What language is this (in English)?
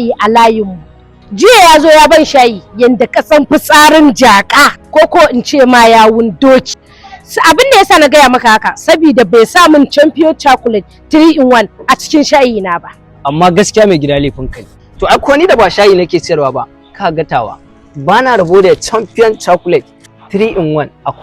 Hausa